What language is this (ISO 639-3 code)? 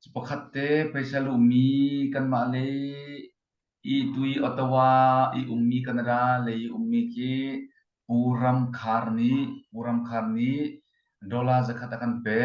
cfm